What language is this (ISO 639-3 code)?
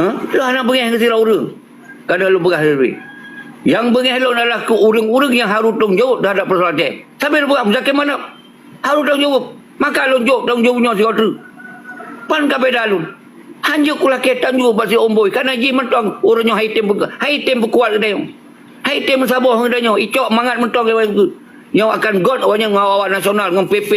ace